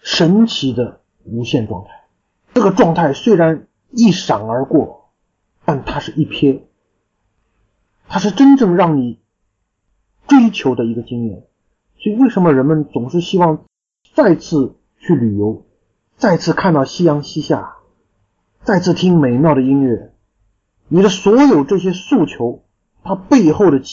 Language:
Chinese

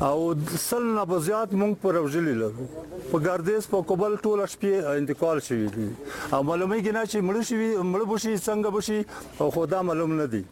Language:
Persian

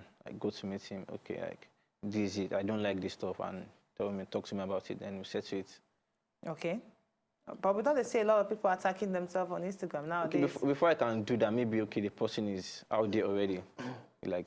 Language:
Nigerian Pidgin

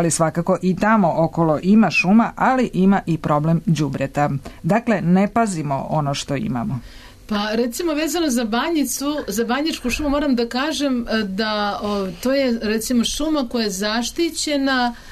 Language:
Serbian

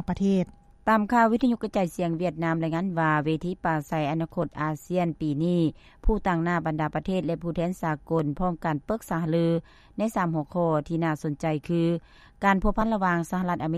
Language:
Lao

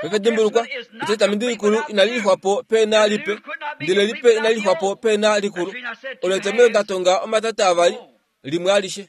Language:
Kuanyama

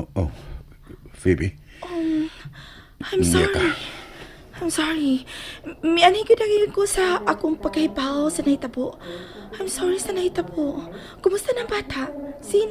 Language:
Cebuano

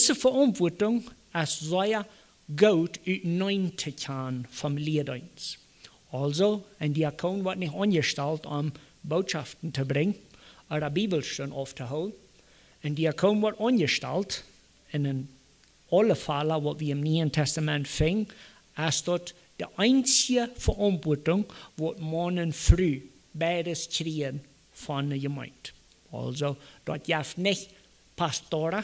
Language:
Plautdietsch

